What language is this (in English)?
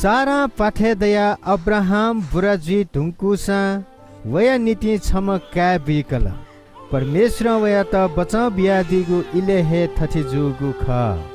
Newari